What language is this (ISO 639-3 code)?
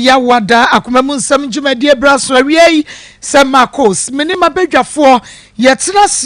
aka